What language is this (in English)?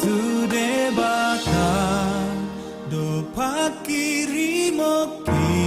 Batak Toba